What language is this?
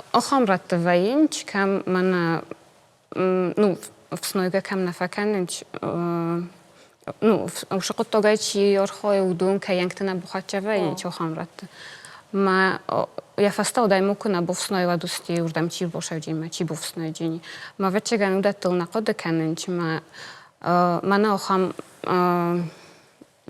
Ossetic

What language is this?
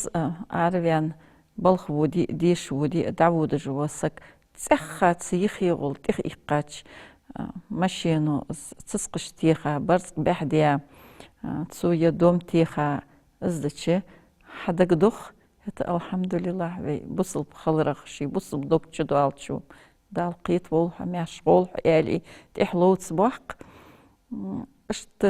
Ingush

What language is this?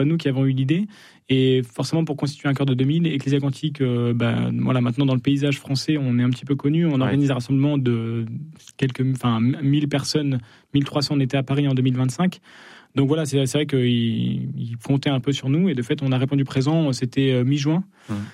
French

